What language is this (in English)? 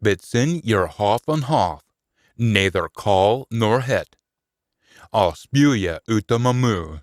Scots